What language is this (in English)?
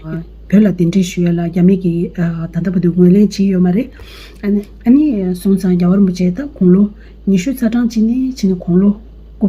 Tibetan